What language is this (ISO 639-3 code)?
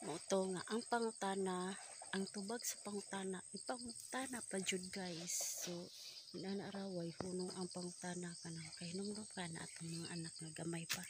ceb